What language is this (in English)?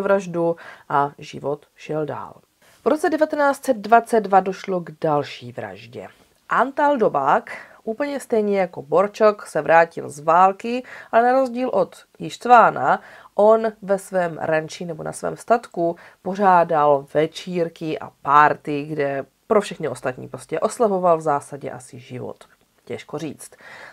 Czech